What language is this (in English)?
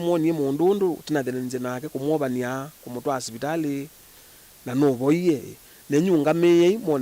Kamba